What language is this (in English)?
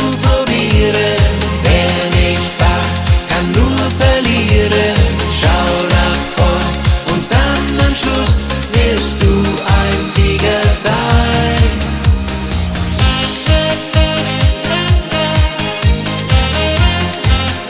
German